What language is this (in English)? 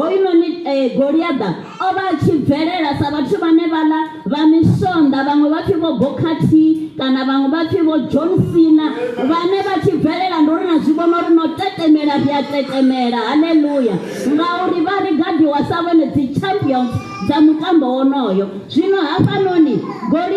Venda